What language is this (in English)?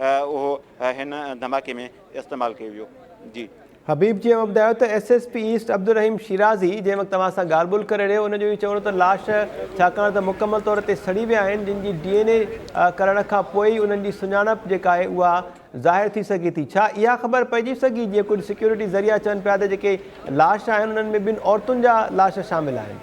Sindhi